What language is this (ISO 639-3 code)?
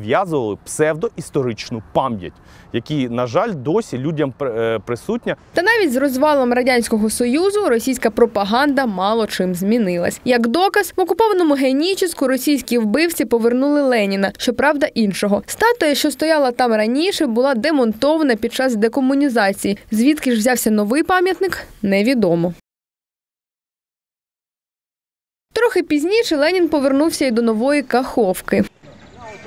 ukr